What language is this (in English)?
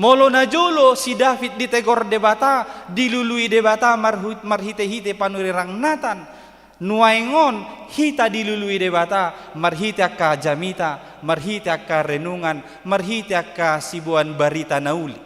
Batak Toba